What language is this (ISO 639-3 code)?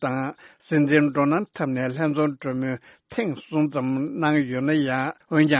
bod